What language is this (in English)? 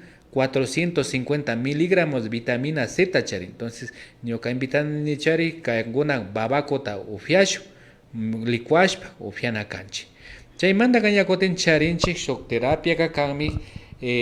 Imbabura Highland Quichua